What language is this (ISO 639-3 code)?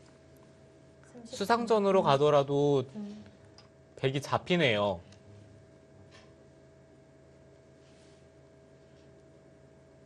kor